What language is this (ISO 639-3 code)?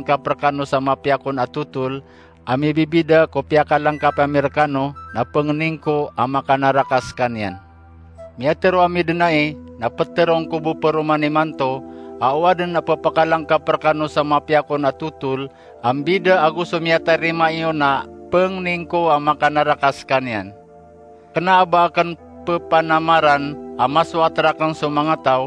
mrw